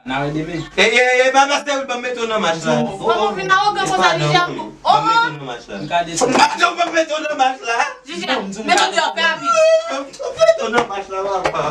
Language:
Haitian Creole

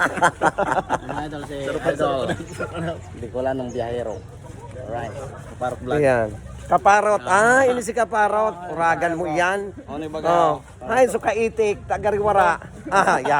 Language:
Bikol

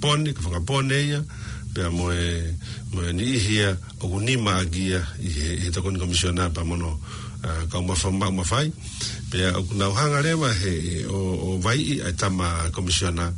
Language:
Tongan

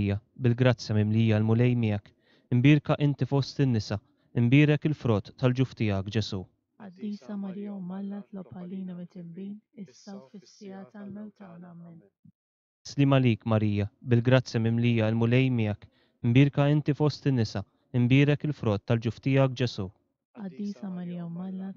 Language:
Maltese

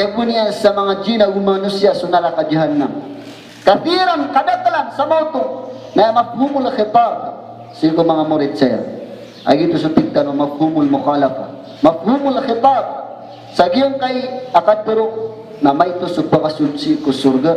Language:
Maranao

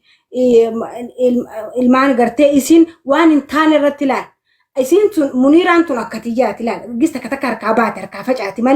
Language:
Oromo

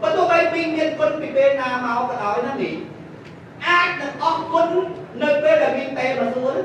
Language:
Khmer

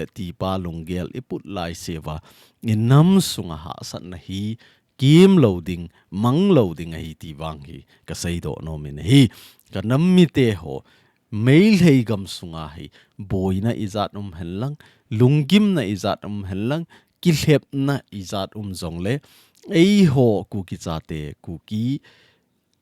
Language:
Thado Chin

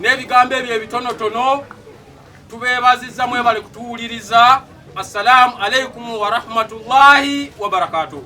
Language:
Ganda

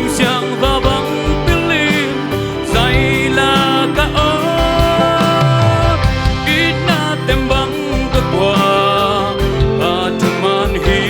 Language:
Tedim Chin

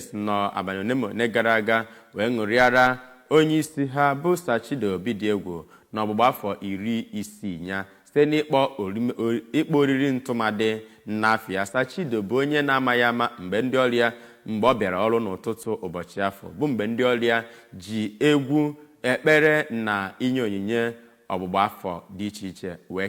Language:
Igbo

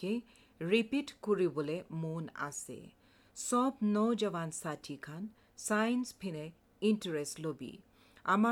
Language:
Assamese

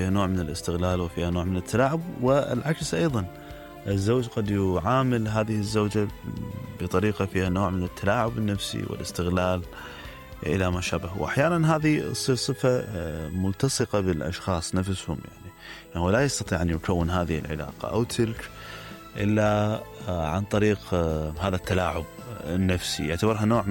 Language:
Mesopotamian Arabic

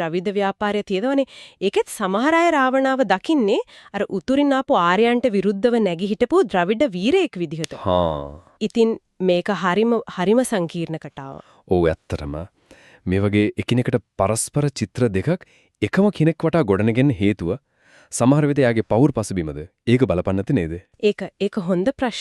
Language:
Sinhala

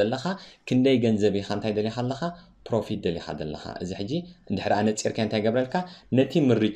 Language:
Tigrinya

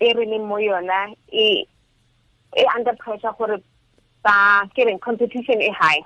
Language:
Tswana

